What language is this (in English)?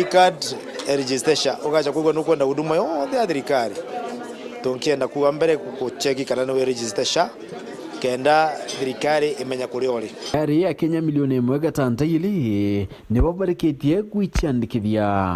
Meru